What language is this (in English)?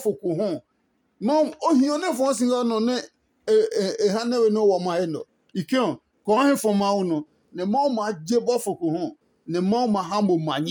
Adangme